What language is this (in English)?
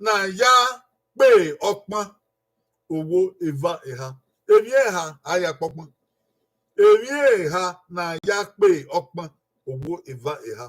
Bini